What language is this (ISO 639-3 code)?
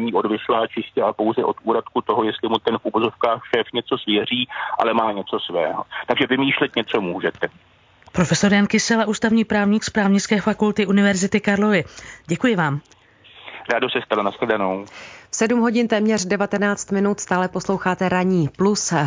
ces